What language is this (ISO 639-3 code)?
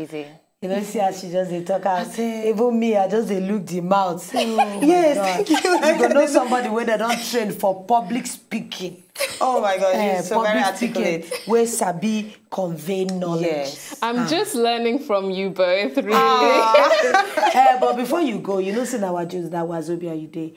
pcm